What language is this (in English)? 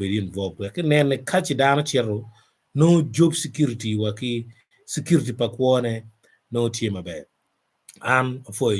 Acoli